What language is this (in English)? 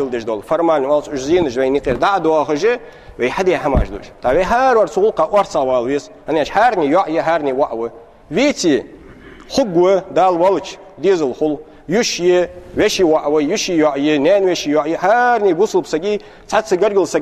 Ingush